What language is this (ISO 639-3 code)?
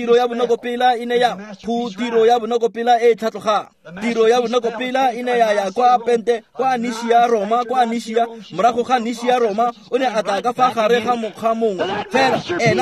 tsn